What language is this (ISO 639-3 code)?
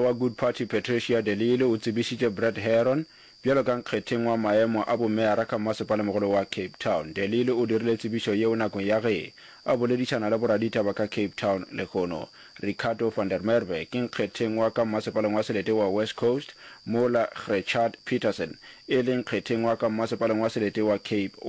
nso